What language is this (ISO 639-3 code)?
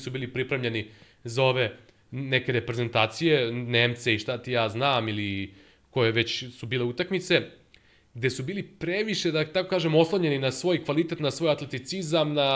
srp